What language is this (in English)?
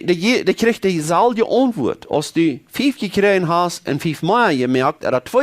Plautdietsch